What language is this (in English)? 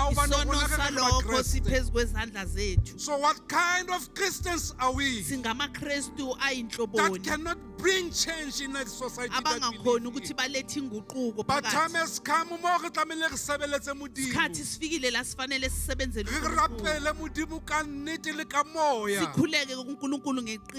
Southern Sotho